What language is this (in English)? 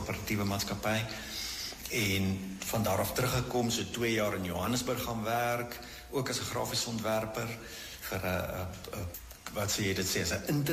Afrikaans